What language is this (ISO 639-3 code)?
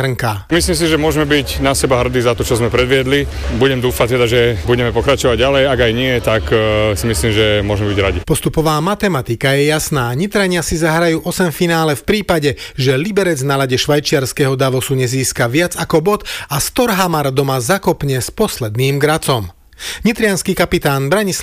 slk